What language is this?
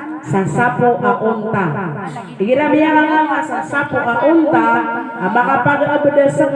Maranao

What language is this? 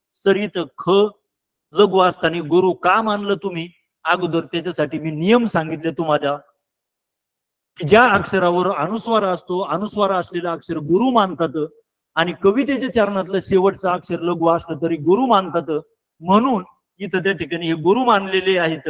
Marathi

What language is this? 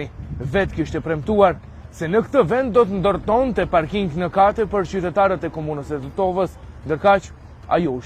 Albanian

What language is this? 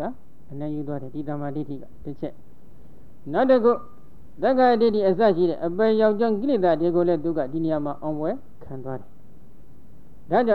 Burmese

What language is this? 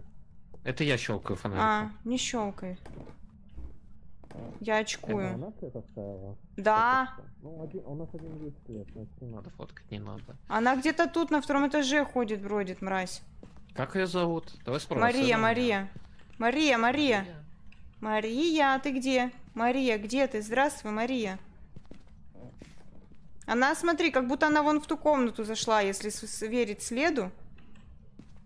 Russian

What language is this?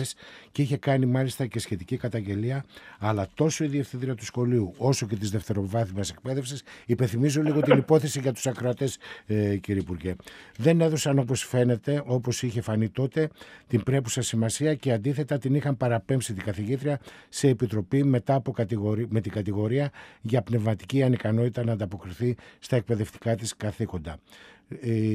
Greek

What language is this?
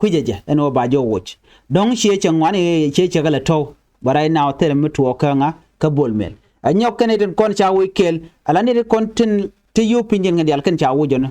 Nuer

